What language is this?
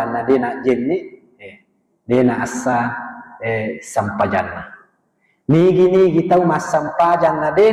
Buginese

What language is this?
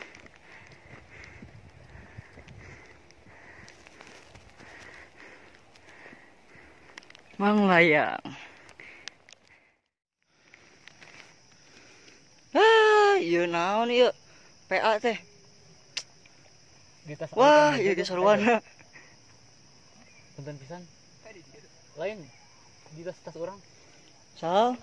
Sundanese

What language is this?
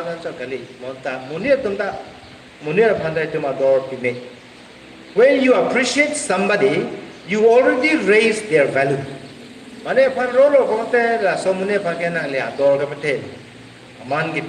Karbi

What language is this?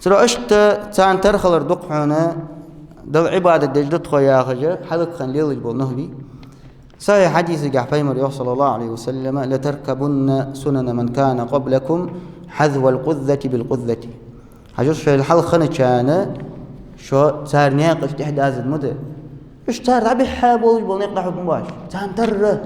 Ingush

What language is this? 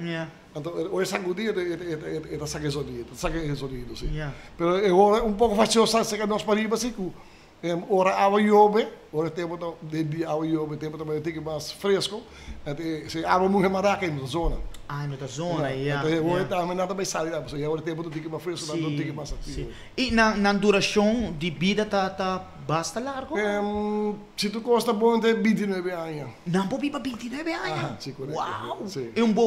Papiamento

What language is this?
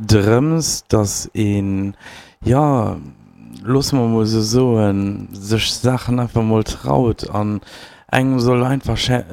Luxembourgish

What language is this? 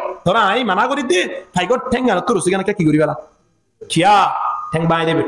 Rohingya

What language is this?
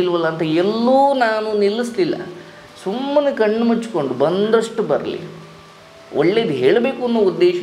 Kannada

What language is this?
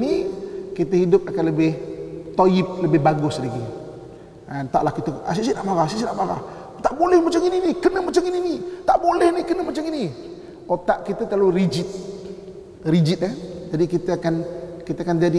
Malay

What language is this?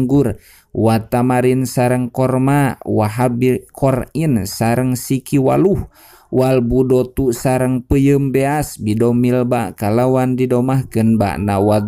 Sundanese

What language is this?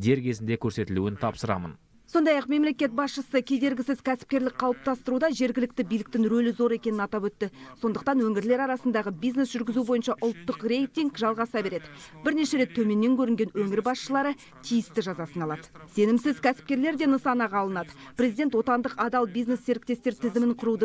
Kazakh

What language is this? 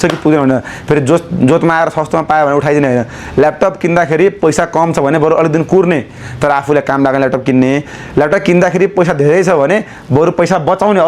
Nepali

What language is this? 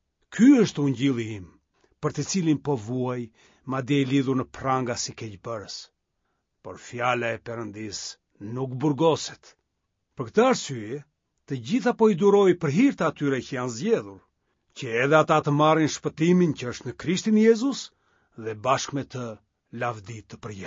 Albanian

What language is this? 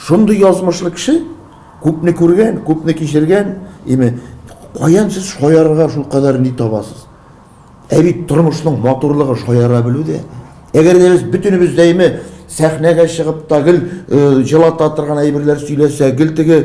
Tatar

